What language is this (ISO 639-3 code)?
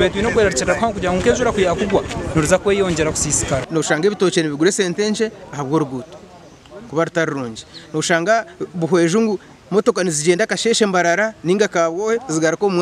nyn